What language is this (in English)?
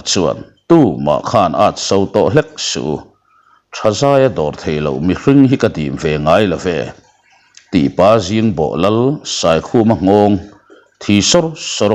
Mizo